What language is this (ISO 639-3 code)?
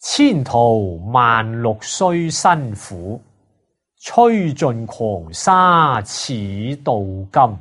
yue